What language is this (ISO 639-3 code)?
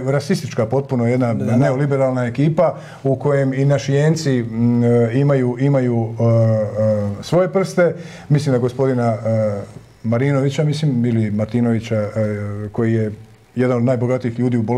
hrv